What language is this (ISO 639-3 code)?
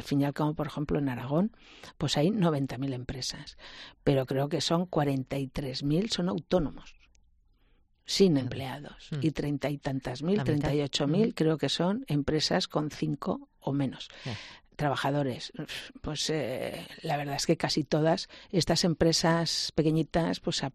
spa